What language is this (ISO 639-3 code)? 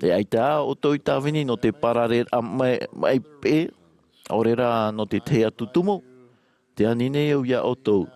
tah